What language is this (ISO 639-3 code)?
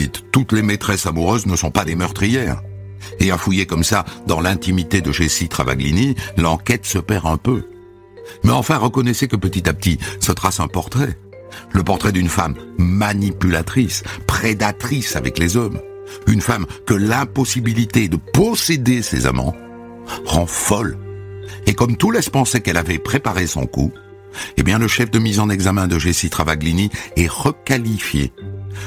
fra